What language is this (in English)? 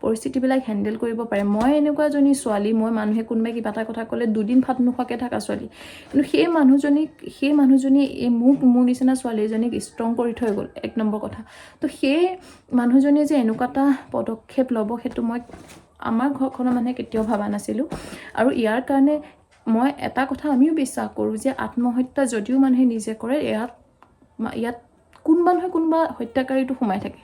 Assamese